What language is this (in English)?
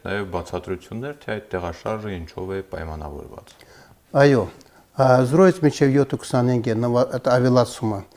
Armenian